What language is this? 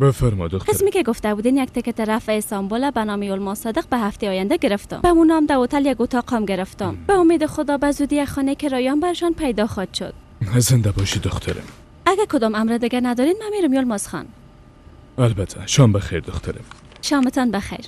Persian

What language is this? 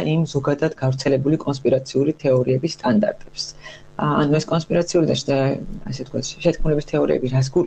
Georgian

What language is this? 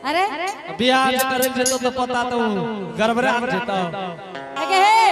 Angika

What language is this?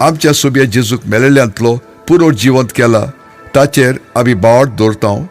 Konkani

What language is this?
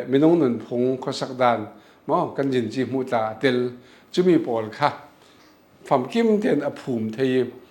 Falam Chin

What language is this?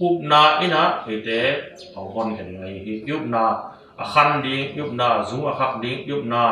Tedim Chin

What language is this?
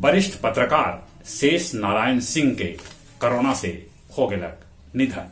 Magahi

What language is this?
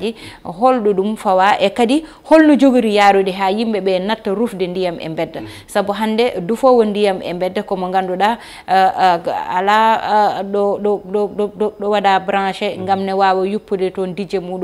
Fula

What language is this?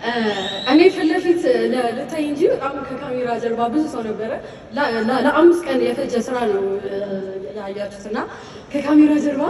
Amharic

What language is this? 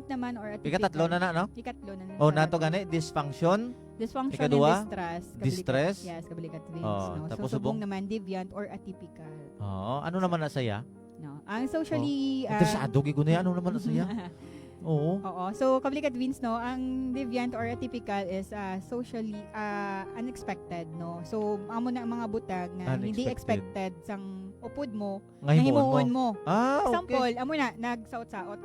Hiligaynon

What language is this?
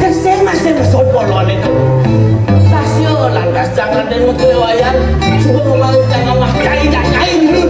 Balinese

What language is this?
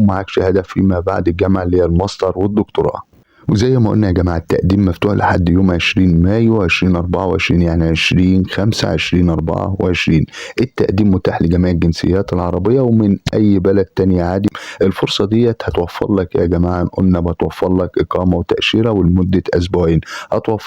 Egyptian Arabic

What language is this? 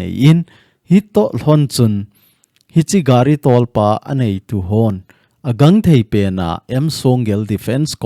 Thado Chin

